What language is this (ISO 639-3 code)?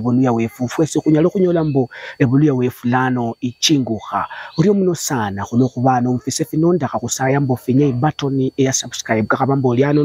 luy